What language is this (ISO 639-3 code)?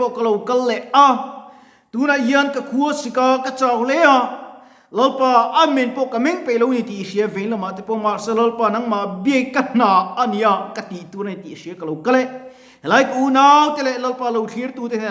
lus